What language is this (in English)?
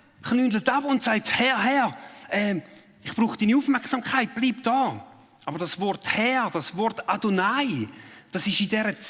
Swiss German